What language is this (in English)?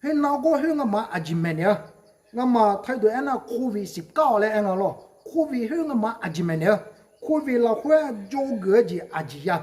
Akha